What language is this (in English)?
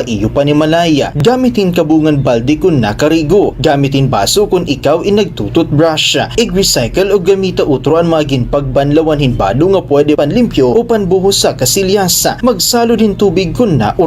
Waray